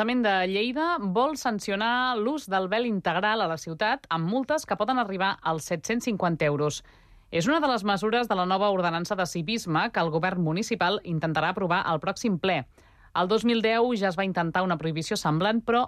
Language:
Catalan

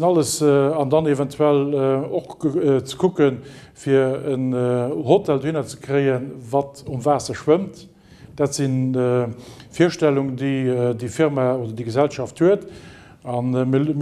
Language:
Luxembourgish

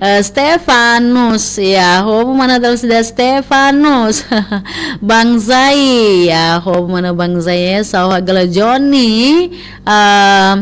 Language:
Nias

